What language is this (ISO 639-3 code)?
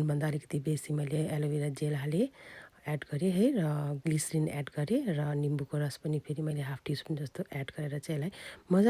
nep